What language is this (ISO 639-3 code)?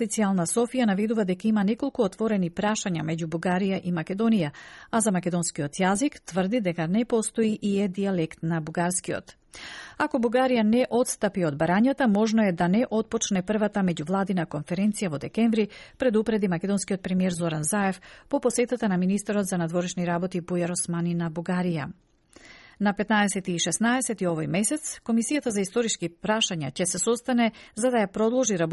mkd